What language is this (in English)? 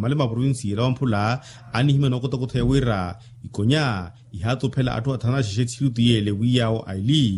Makhuwa